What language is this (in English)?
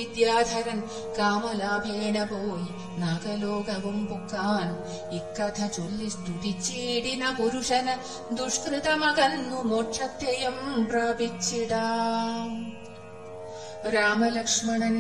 Malayalam